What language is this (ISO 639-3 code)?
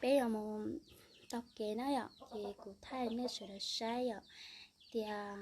hmn